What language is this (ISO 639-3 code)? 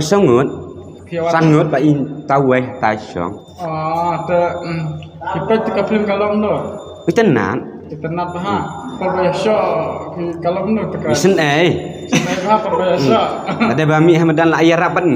kha